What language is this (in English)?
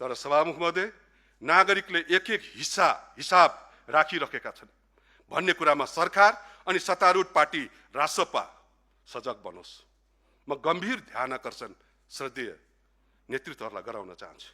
Nepali